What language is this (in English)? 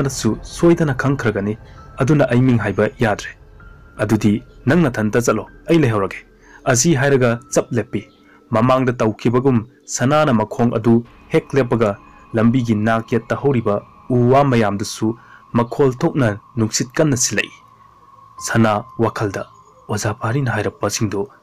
Manipuri